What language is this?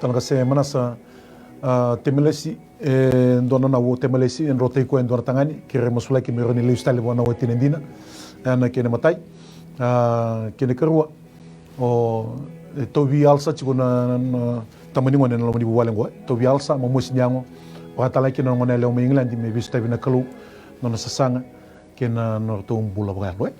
Fijian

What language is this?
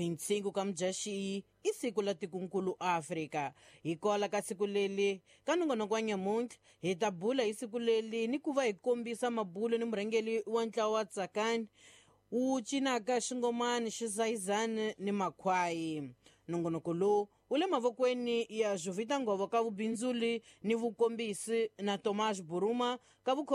Tsonga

